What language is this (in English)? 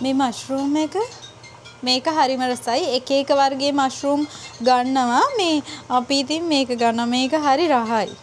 Sinhala